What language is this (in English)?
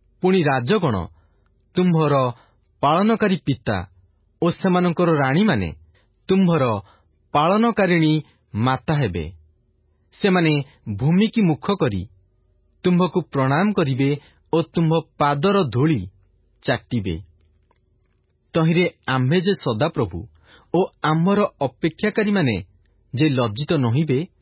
Odia